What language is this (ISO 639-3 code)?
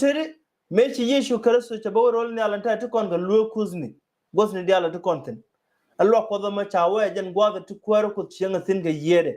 nus